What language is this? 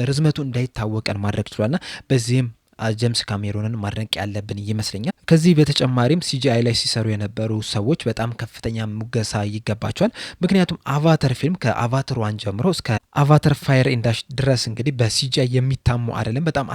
Amharic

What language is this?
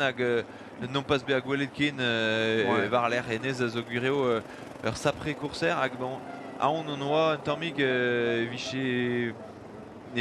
Breton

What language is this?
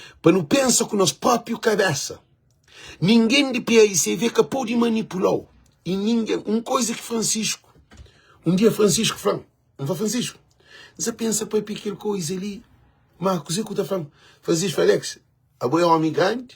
Kabuverdianu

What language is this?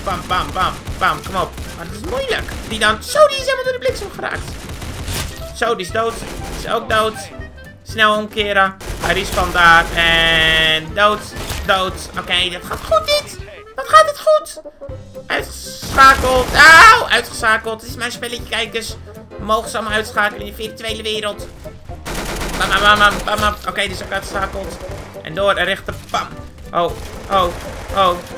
Dutch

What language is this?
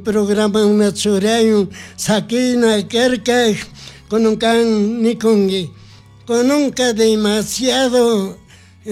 Chimborazo Highland Quichua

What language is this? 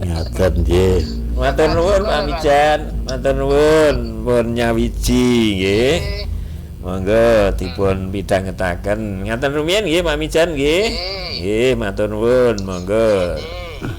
Javanese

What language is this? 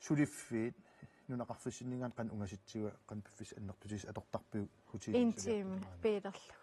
Kalaallisut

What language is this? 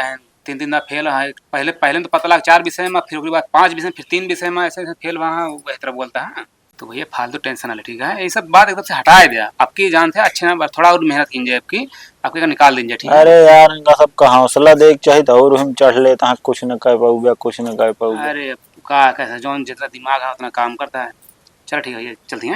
Awadhi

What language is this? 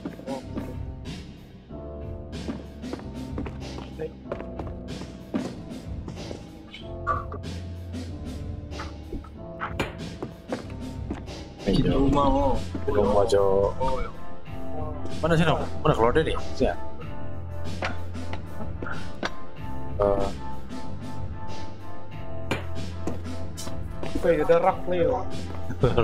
Indonesian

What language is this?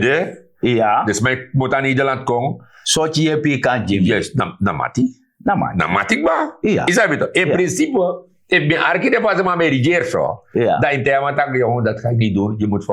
Sranan Tongo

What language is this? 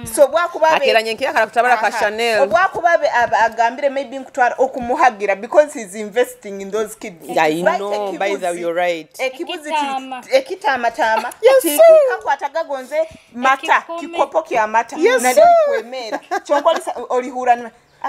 Nyoro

